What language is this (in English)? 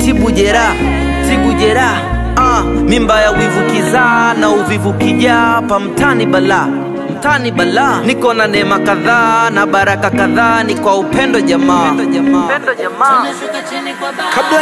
Swahili